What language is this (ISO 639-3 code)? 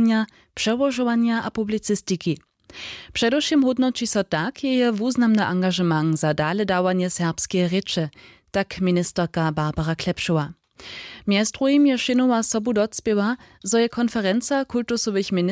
hsb